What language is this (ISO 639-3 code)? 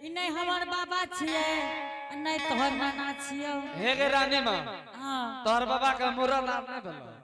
anp